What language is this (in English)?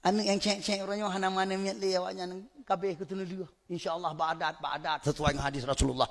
Achinese